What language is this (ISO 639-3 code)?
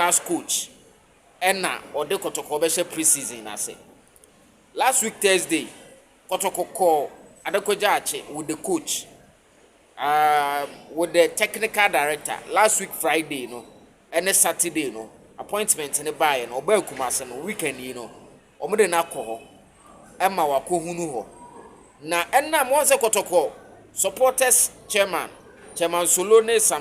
aka